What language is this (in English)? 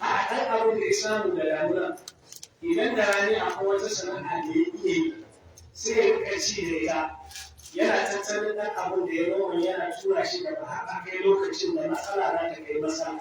Hausa